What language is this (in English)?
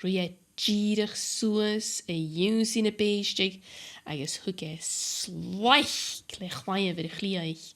Scottish Gaelic